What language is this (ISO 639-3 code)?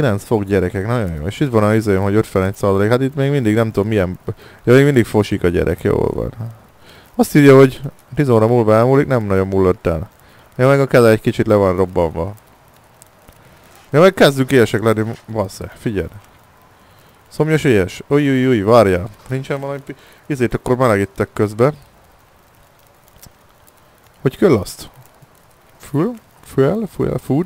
hun